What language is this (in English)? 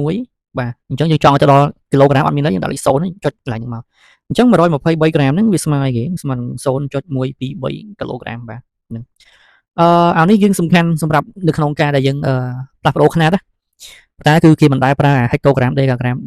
Khmer